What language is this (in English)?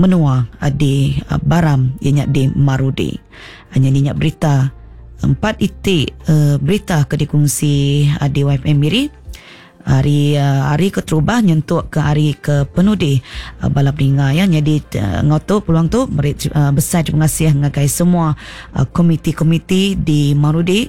Iban